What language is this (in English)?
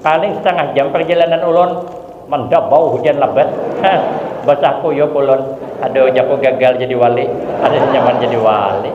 Banjar